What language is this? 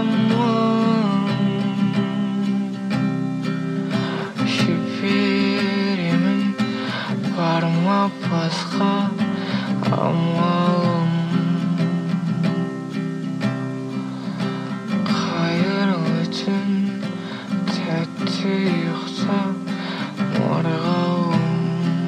Kazakh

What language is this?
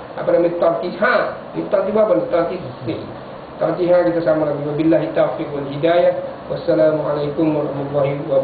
Malay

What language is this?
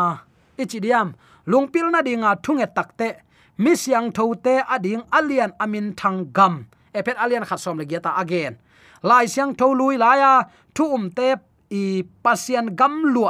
Tedim Chin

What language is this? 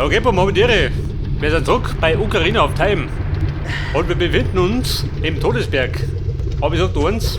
Bavarian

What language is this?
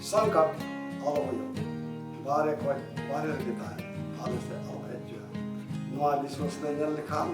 Santali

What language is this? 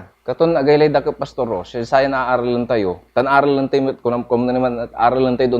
Pangasinan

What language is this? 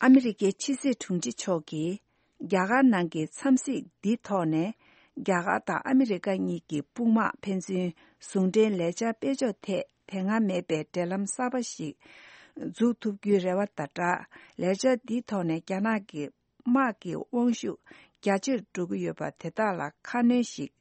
Tibetan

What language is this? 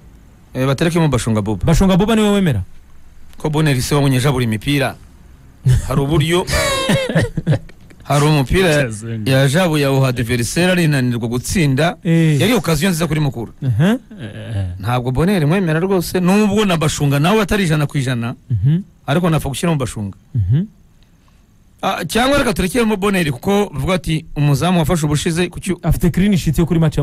Kinyarwanda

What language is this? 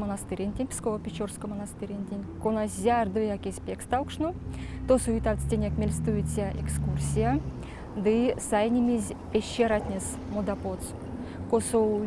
Erzya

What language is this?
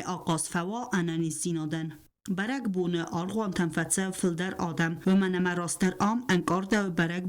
Ossetic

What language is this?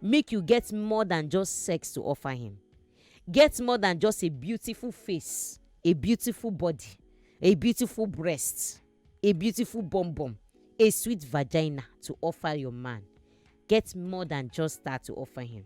Nigerian Pidgin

